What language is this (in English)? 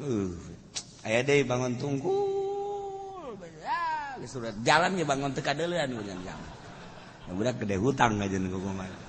Sundanese